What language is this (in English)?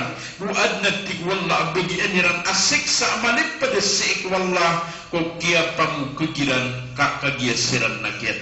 Maranao